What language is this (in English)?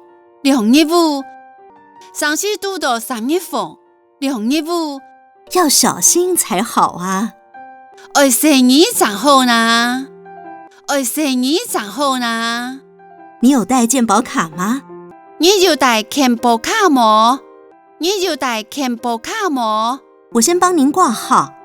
Hakka Chinese